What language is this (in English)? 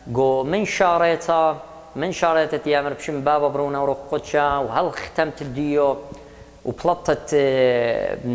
Assyrian Neo-Aramaic